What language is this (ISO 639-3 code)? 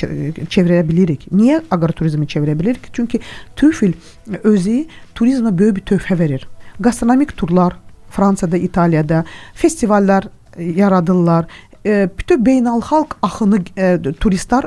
aze